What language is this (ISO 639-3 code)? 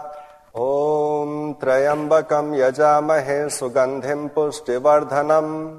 san